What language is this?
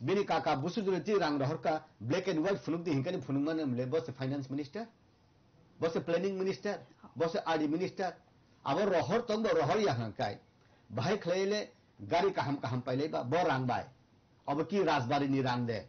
Kok Borok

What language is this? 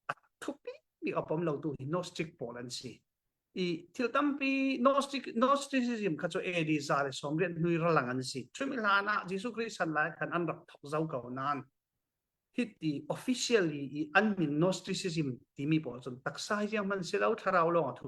Falam Chin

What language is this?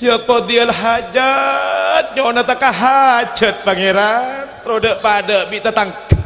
Madurese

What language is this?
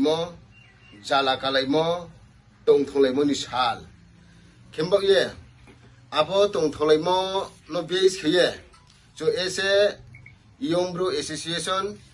Riang (India)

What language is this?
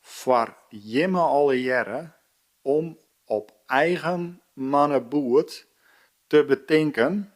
Western Frisian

